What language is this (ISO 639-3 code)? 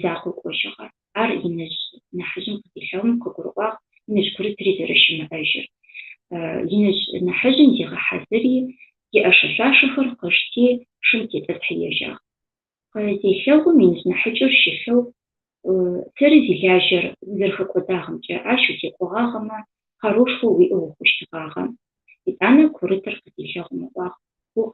ady